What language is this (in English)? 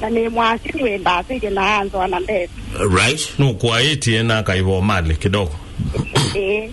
Kamba